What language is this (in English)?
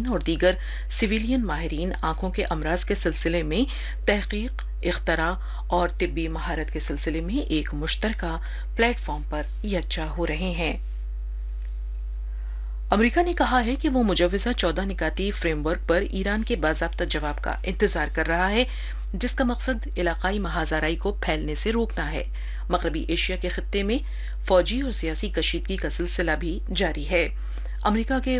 Urdu